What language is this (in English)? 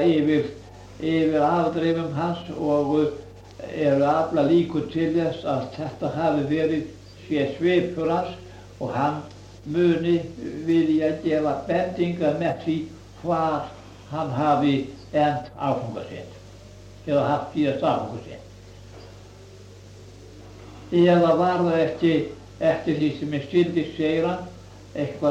Icelandic